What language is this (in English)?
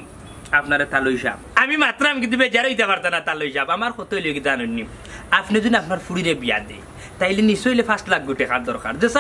Sylheti